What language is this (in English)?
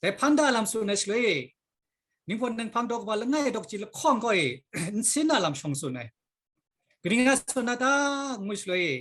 Kachin